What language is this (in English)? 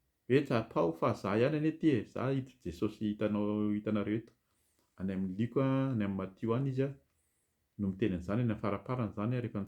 Malagasy